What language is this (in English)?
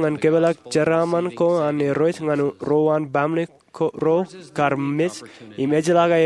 Marshallese